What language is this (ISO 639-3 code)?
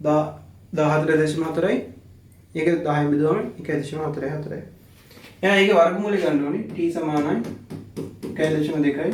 sin